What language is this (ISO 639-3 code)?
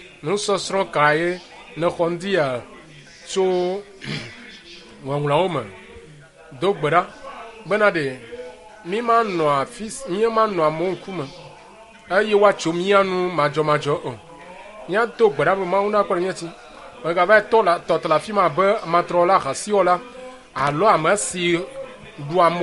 ewe